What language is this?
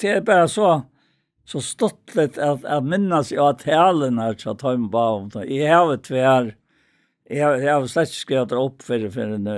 Faroese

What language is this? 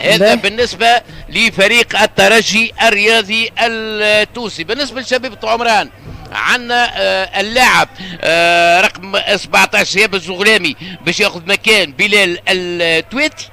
Tunisian Arabic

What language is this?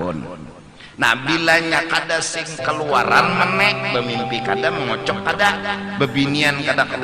Banjar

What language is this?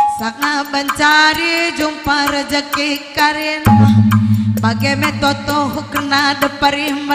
Batak Karo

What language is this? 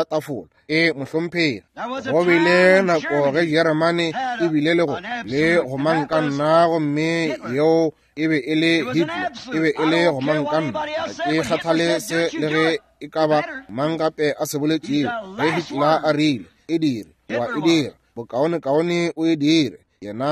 Northern Sotho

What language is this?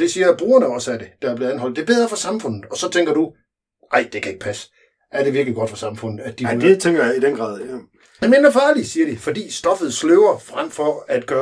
Danish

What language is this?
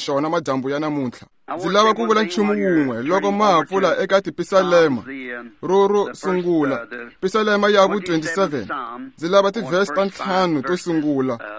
Tsonga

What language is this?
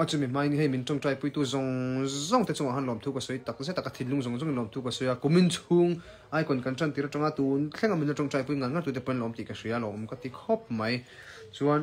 Mizo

